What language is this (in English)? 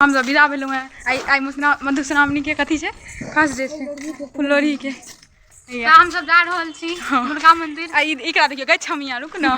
Maithili